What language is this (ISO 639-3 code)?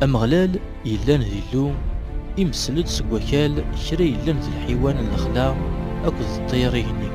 kab